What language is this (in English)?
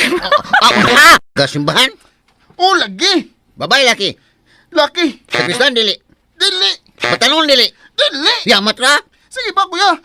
Cebuano